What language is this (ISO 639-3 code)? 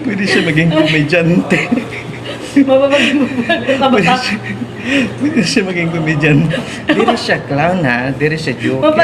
war